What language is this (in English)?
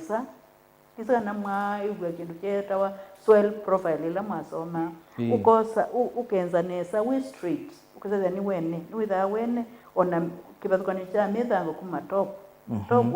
Kamba